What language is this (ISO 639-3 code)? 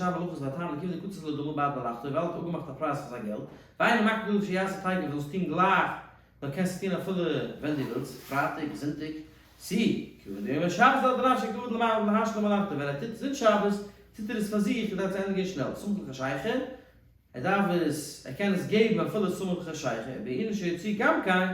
yid